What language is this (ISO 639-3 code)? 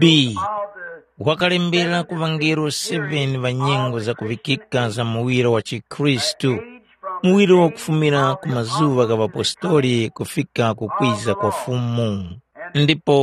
tum